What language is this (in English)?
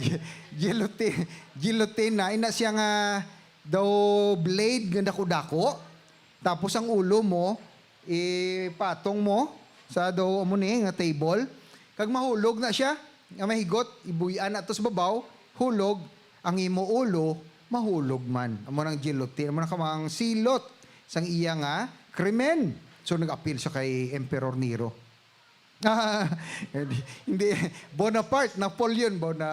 Hiligaynon